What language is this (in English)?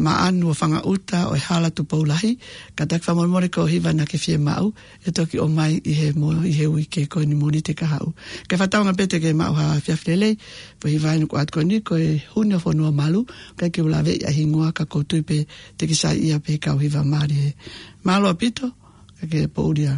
Tongan